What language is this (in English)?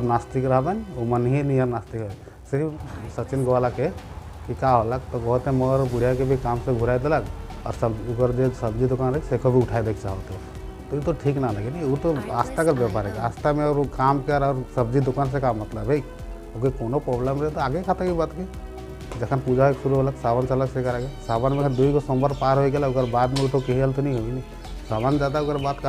Sadri